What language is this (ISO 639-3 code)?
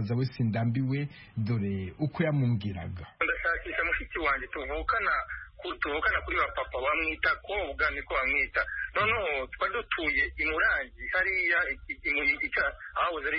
kin